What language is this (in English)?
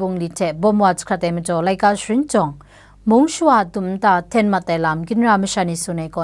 Kachin